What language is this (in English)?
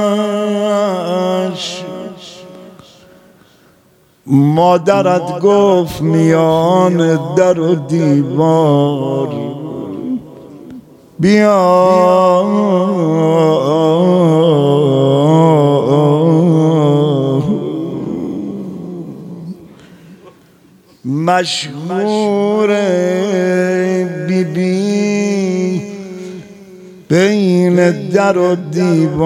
Persian